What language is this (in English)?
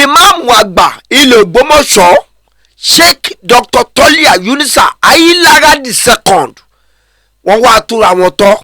Yoruba